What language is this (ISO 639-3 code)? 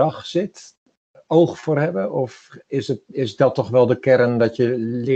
nld